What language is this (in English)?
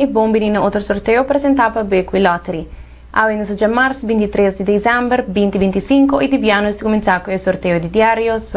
Papiamento